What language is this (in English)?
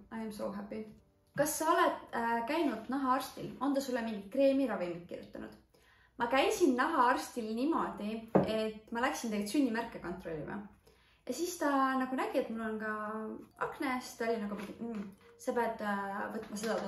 Estonian